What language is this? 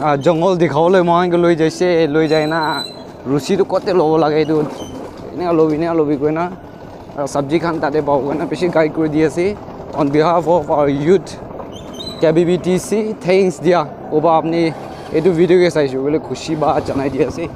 Naga Pidgin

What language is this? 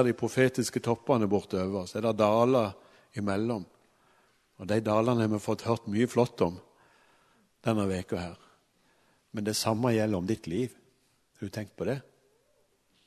Norwegian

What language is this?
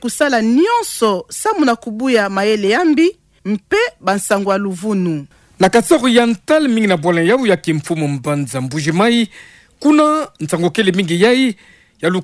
Kituba (Democratic Republic of Congo)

